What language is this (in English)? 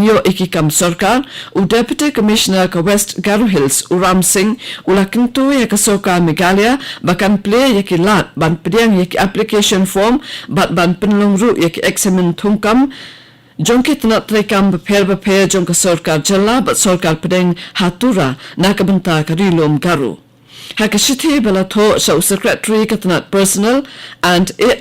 Khasi